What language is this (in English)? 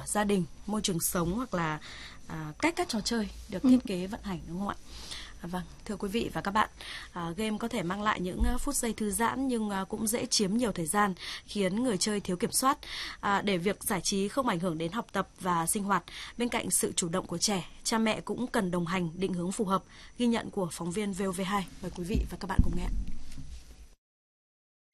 Vietnamese